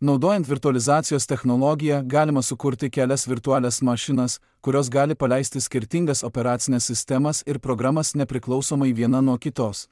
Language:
Lithuanian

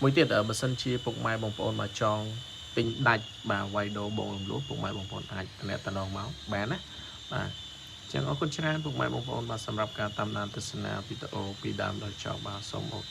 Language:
Khmer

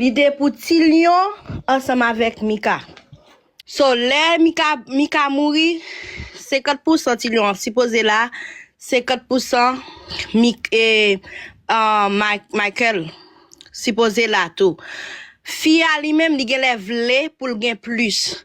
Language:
Haitian Creole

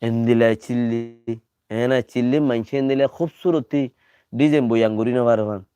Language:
Rohingya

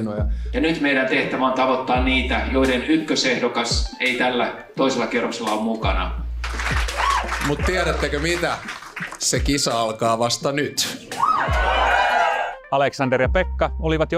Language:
Finnish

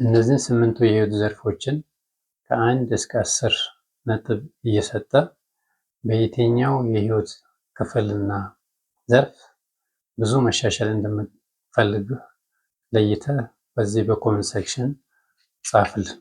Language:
Amharic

